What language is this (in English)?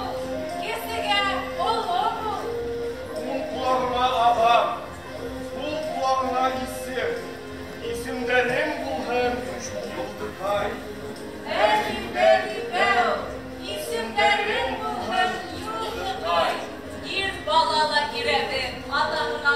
Bashkir